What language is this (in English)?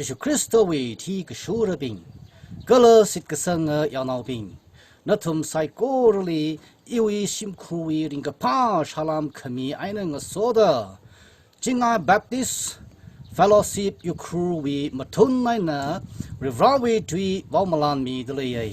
Tangkhul Naga (India)